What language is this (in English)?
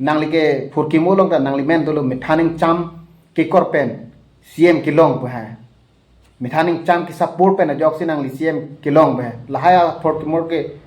Karbi